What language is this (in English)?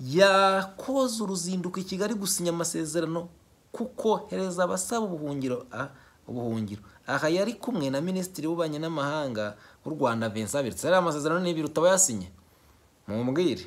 Kinyarwanda